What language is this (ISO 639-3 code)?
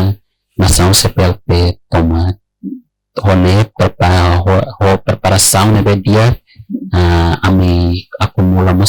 tet